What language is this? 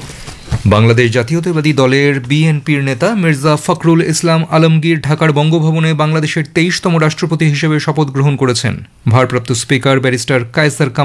Bangla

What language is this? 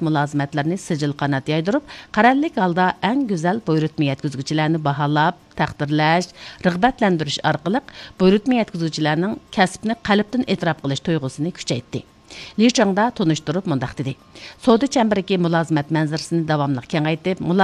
Uyghur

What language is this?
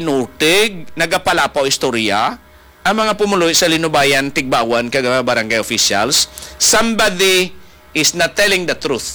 Hiligaynon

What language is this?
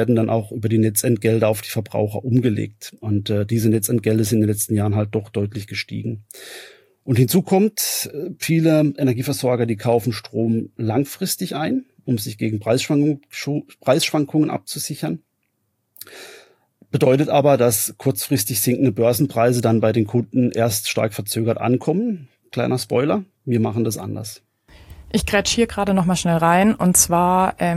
German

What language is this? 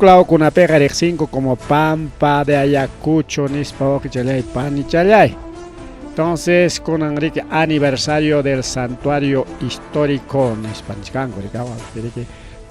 Ayacucho Quechua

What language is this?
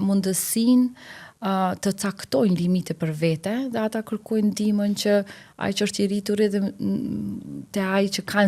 Albanian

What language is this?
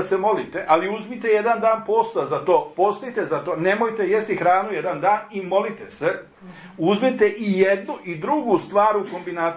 Serbian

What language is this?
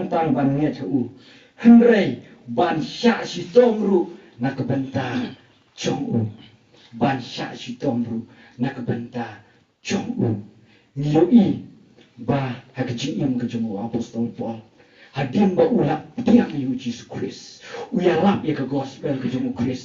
Khasi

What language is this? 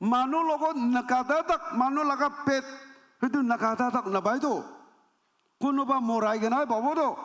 Naga Pidgin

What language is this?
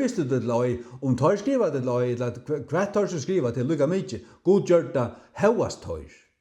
Faroese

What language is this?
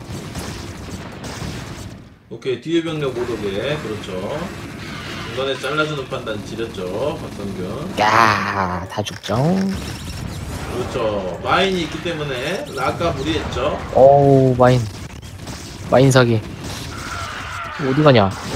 Korean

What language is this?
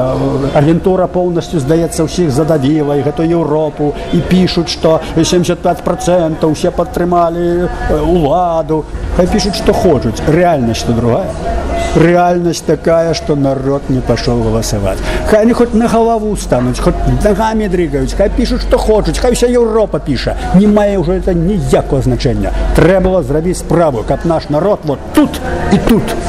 Belarusian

